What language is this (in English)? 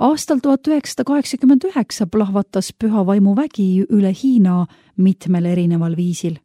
Estonian